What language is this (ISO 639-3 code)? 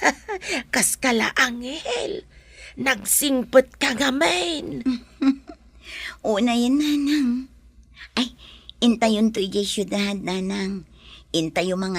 ilo